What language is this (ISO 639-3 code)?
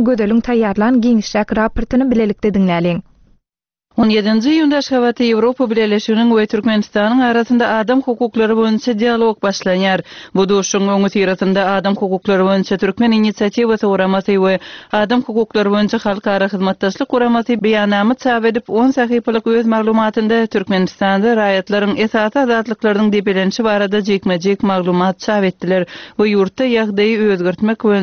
tuk